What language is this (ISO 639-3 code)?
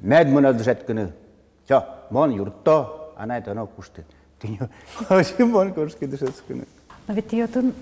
udm